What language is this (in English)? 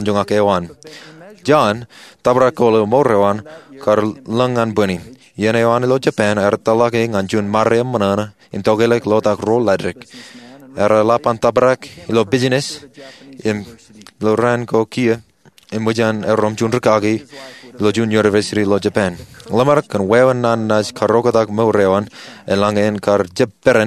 Marshallese